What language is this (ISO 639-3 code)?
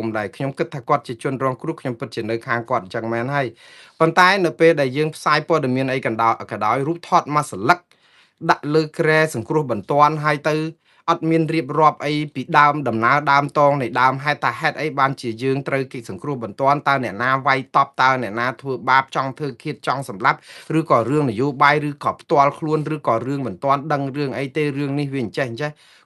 khm